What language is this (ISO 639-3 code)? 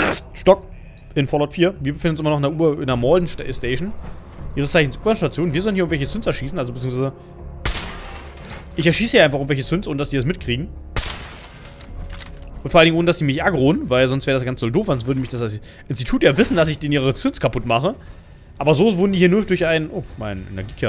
deu